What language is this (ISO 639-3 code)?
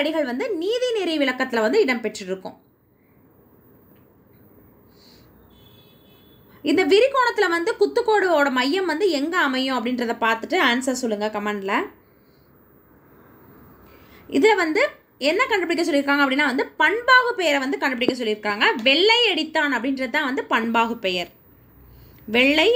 tam